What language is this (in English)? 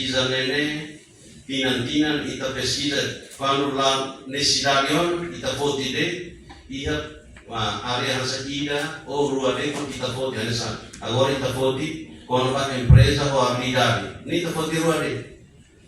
Tetum